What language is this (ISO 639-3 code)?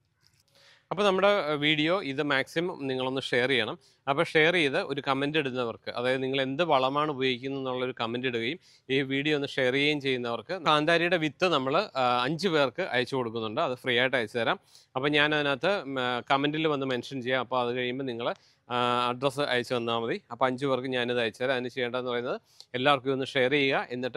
mal